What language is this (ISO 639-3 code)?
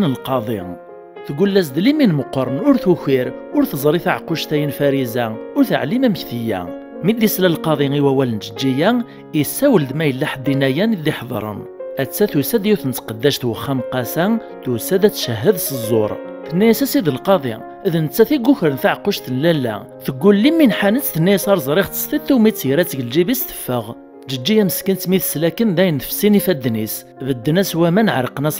kab